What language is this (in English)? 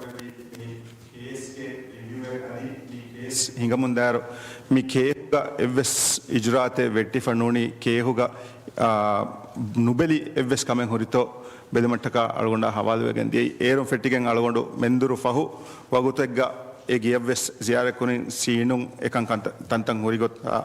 Divehi